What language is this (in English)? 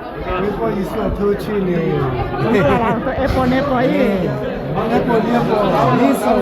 Hakha Chin